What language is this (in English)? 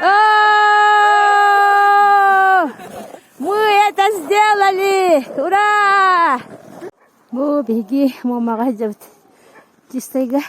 Yakut